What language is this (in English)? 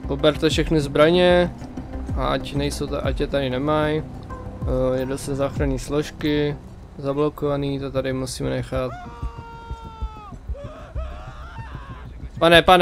Czech